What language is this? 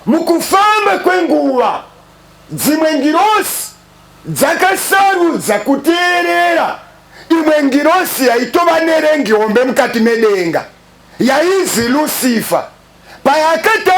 Shona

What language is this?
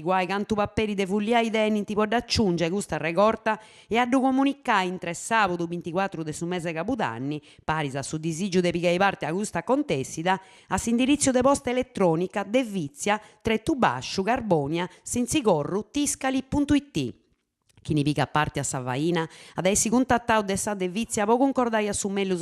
Sardinian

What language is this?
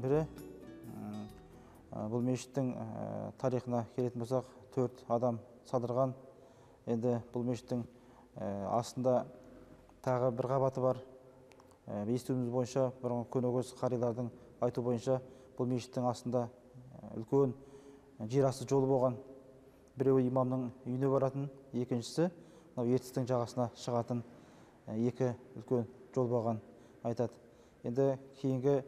Kazakh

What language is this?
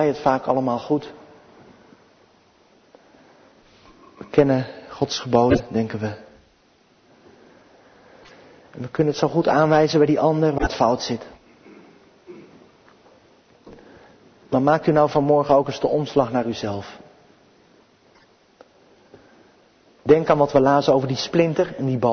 Dutch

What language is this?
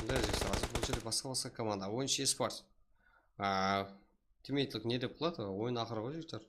Kara-Kalpak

